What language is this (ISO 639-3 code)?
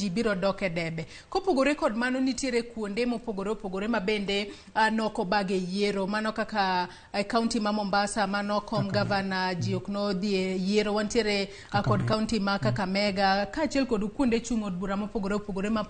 luo